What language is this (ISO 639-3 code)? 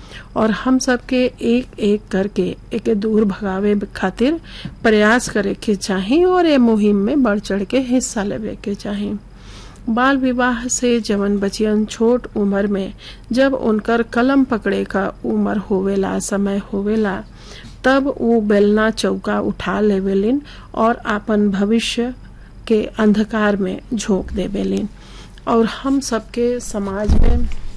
bho